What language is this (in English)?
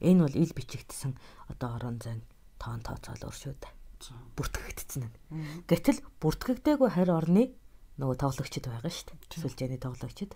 Mongolian